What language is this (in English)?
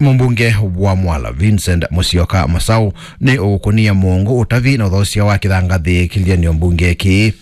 Kamba